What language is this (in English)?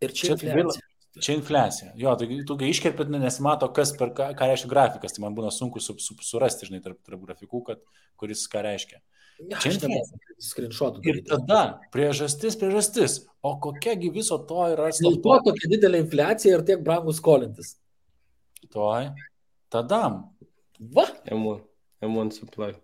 Lithuanian